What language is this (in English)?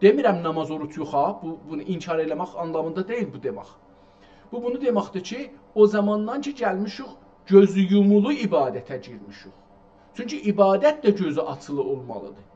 South Azerbaijani